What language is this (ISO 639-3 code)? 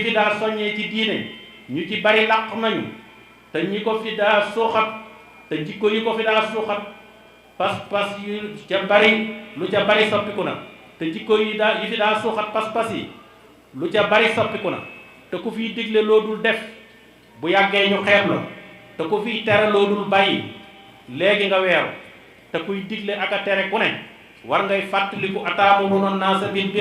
wol